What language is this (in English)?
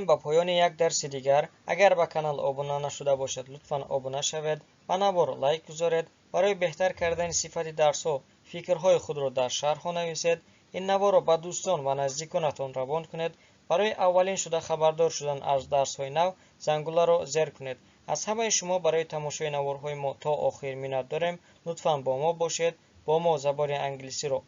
Tajik